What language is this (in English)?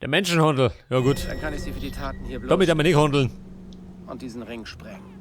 Bavarian